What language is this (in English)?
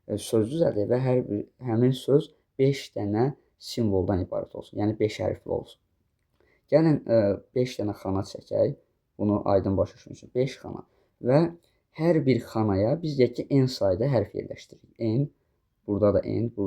Azerbaijani